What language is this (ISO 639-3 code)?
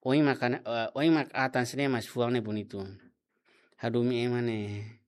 tet